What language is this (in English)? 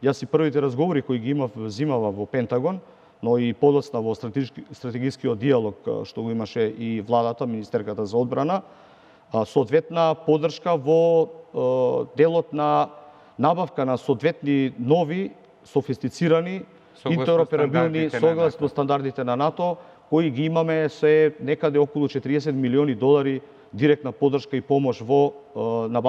Macedonian